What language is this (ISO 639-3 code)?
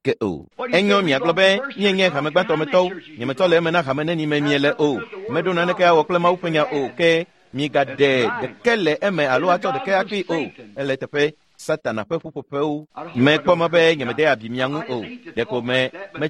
ewe